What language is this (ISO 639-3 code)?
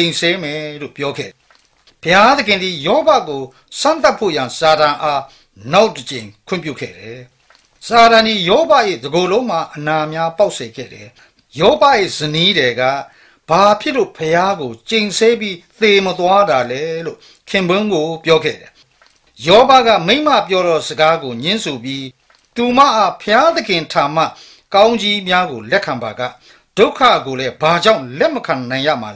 mya